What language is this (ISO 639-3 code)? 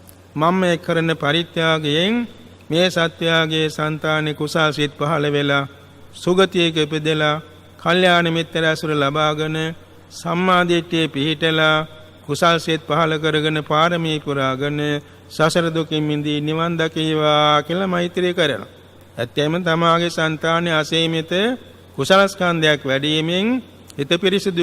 sin